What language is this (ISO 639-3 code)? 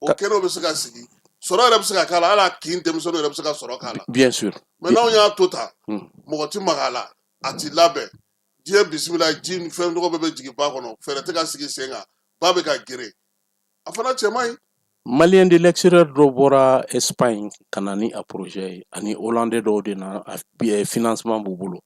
bam